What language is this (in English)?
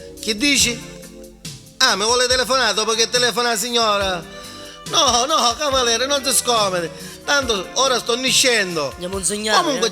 Neapolitan